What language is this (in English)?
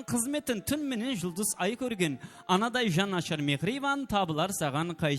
Kara-Kalpak